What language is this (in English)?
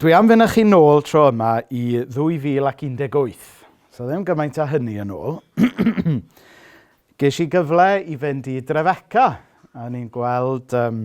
Welsh